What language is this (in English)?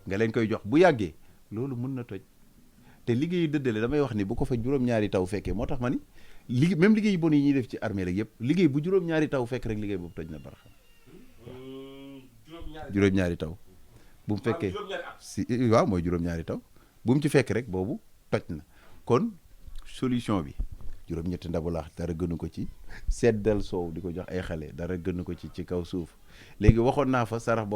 Wolof